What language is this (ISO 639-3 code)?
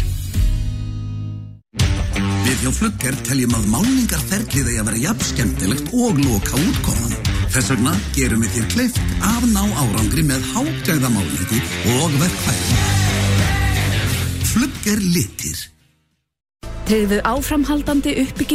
isl